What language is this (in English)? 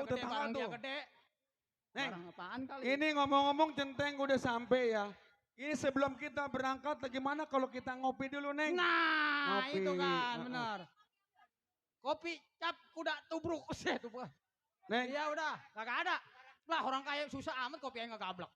Betawi